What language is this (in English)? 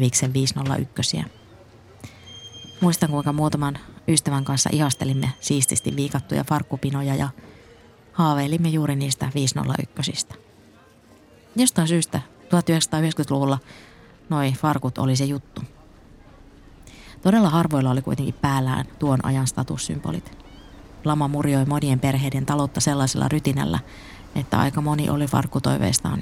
Finnish